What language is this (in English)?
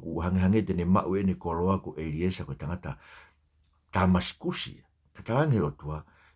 Tongan